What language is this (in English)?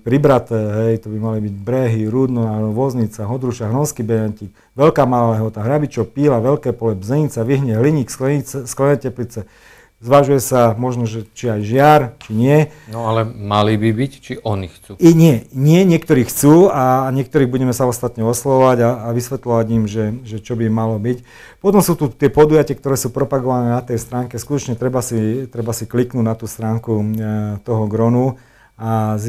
Slovak